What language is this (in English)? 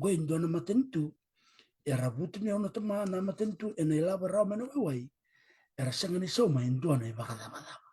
Fijian